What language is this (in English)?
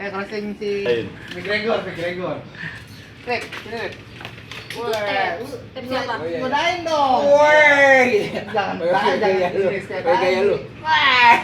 Betawi